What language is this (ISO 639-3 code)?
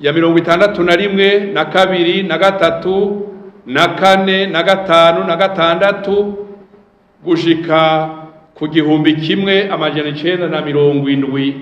run